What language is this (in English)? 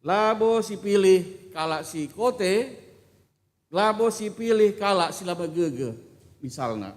Batak Karo